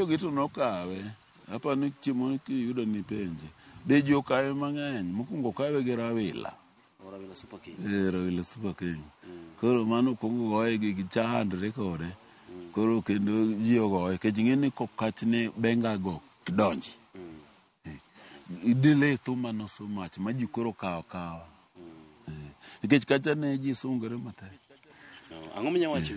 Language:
Luo (Kenya and Tanzania)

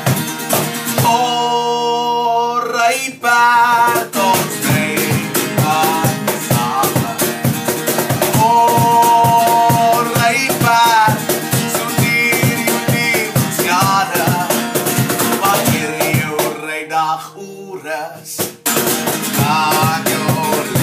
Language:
Afrikaans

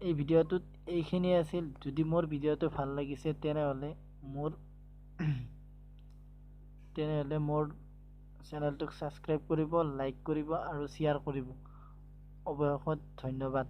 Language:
Assamese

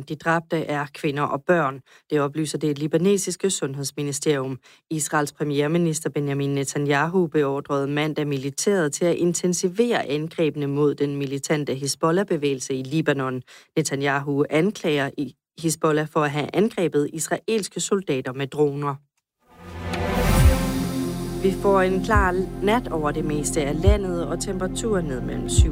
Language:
Danish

